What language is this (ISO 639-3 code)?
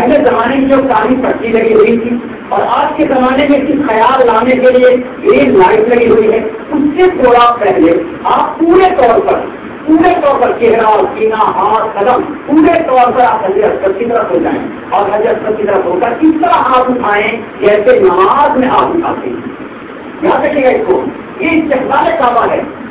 urd